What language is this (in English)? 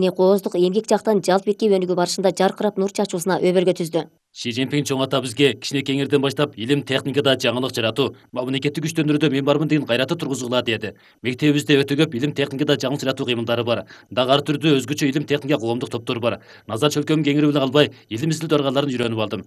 Kyrgyz